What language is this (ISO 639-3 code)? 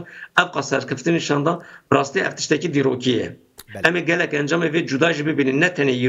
kur